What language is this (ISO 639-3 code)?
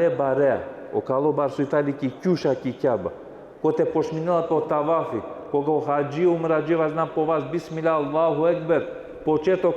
rmn